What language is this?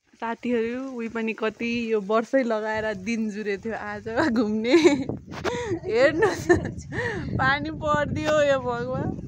Nepali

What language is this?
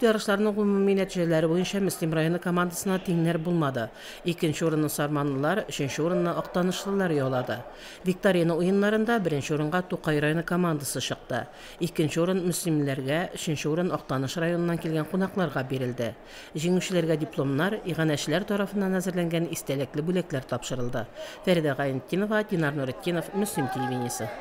Tatar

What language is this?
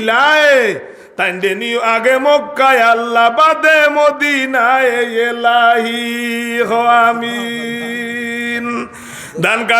Sylheti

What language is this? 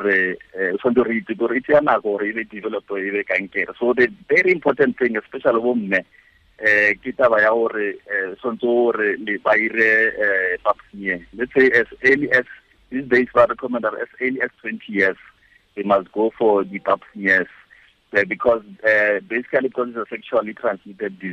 Tswana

